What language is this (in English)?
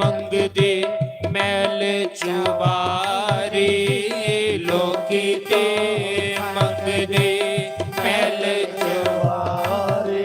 Dogri